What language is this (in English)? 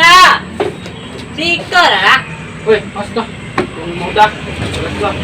Minangkabau